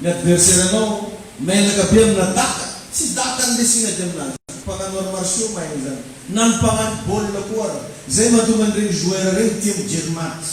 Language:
Malagasy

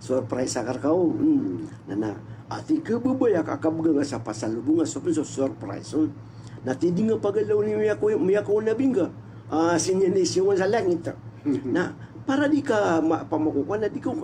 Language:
Maranao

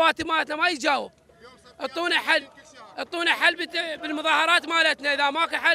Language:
Mesopotamian Arabic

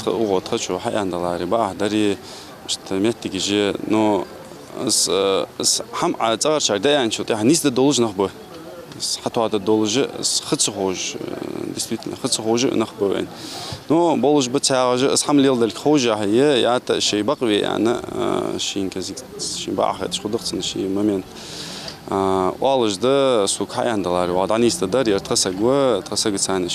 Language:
Ingush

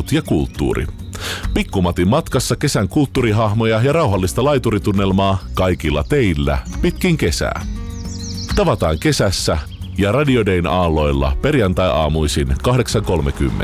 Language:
Finnish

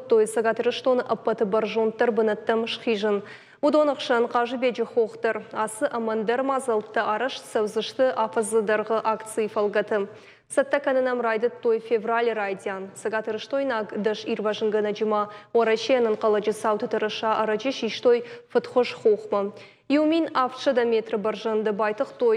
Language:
Ossetic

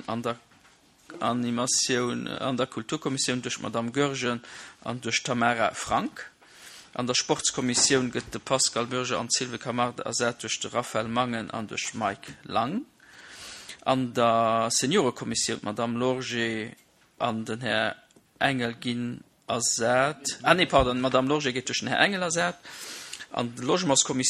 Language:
Luxembourgish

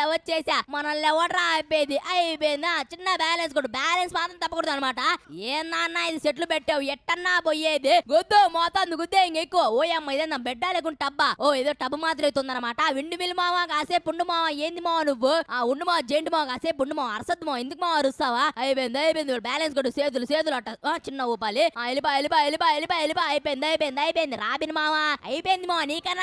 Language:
Telugu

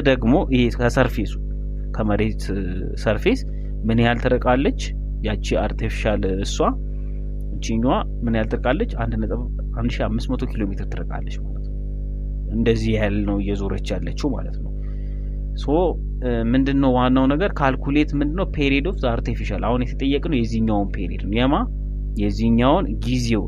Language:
Amharic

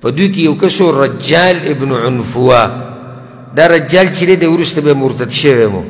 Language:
Pashto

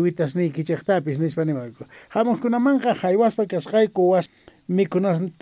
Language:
Quechua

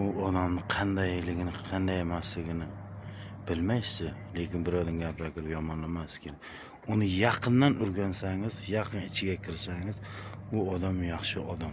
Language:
Uzbek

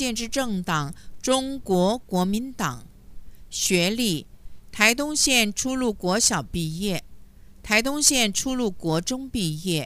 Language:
Chinese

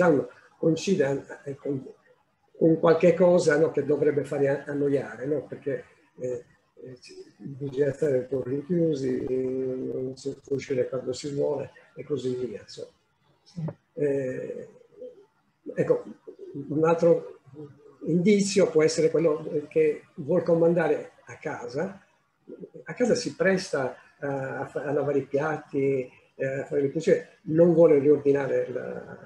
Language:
Italian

